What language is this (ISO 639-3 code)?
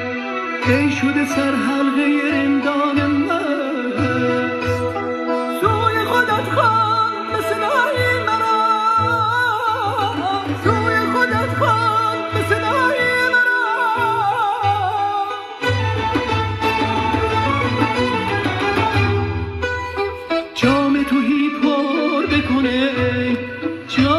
fas